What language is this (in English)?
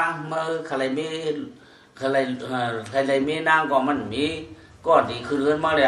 Shan